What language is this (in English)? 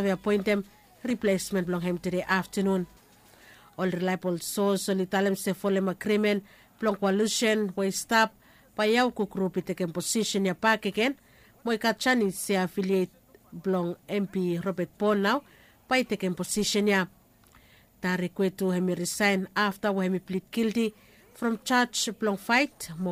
Bislama